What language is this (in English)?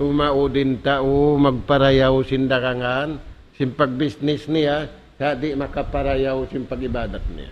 Tausug